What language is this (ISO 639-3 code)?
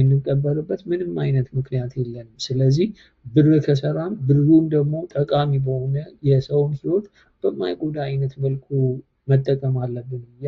amh